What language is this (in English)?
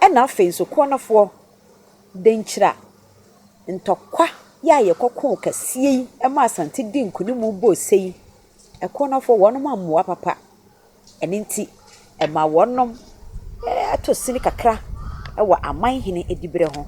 Akan